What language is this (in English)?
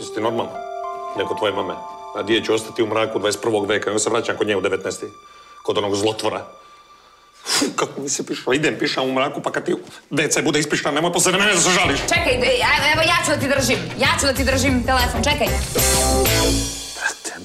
Serbian